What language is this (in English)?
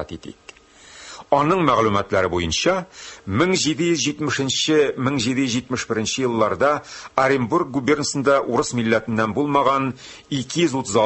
Tatar